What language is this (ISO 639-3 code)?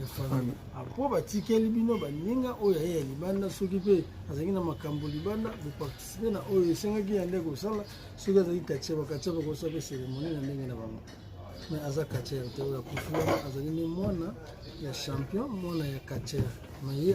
lin